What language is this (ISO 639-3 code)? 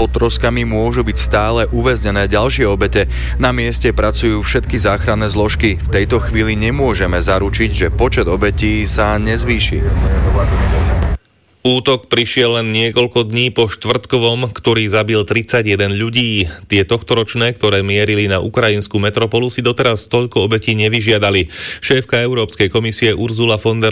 slk